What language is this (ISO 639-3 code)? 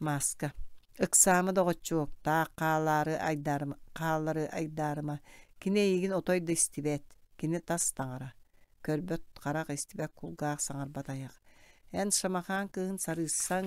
sah